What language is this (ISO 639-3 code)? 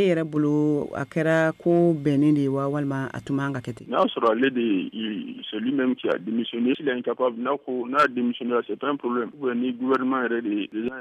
bam